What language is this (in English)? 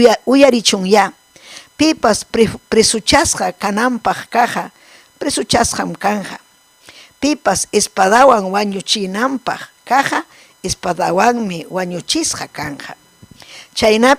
Ayacucho Quechua